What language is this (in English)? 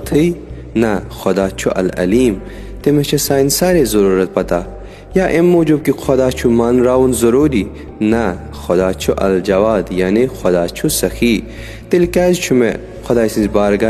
Kashmiri